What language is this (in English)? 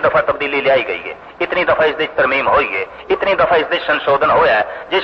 Punjabi